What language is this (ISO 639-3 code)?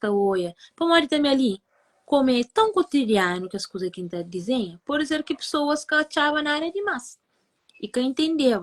kea